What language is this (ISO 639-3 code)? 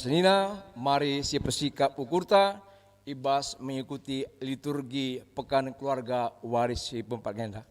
btx